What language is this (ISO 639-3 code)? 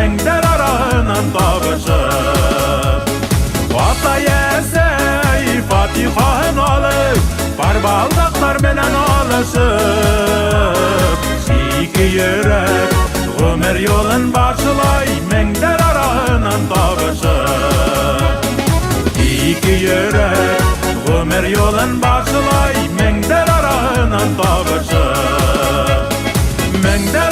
bak